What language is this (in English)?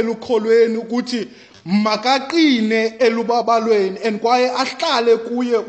Xhosa